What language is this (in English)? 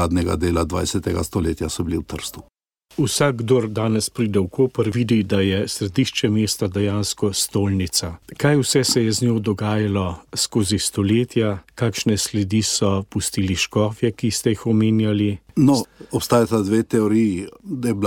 Slovenian